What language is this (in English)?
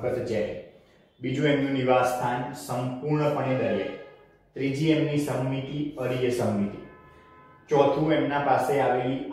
Gujarati